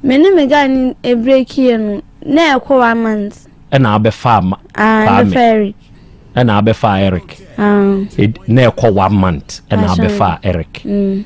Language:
Akan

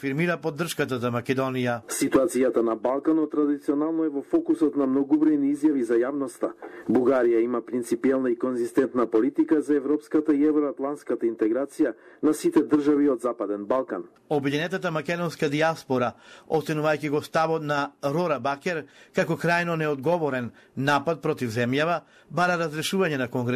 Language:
Macedonian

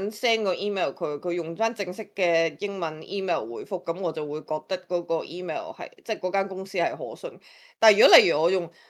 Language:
Cantonese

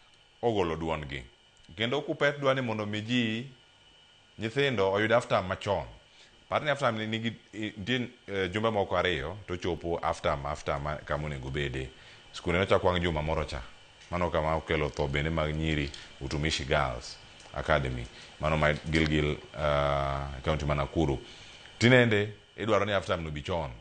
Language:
Luo (Kenya and Tanzania)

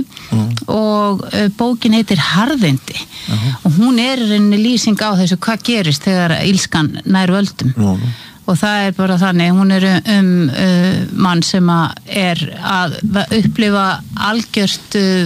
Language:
Icelandic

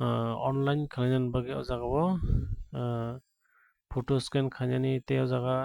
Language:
Kok Borok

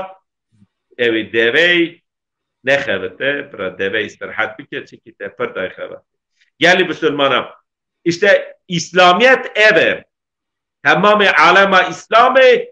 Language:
Kurdish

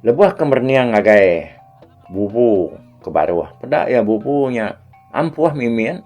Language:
Iban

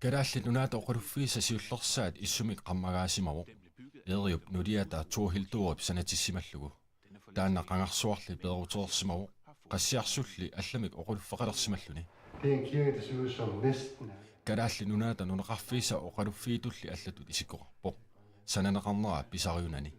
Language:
Kalaallisut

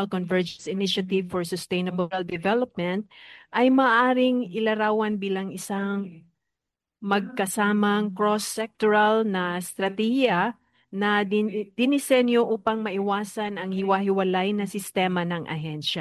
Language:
Filipino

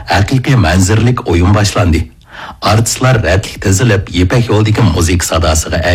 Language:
Uyghur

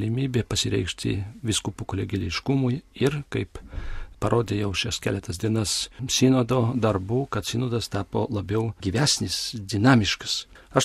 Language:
Lithuanian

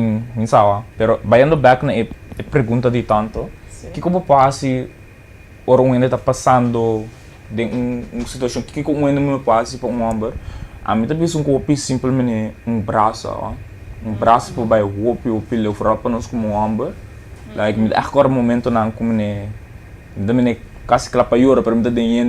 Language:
Papiamento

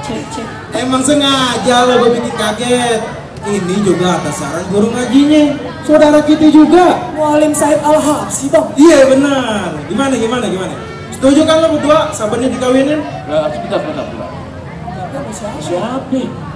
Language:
Betawi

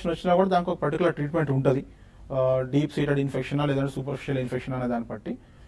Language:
Telugu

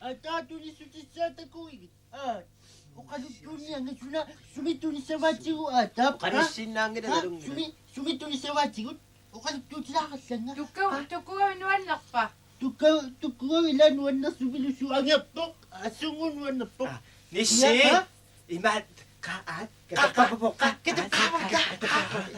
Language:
Kalaallisut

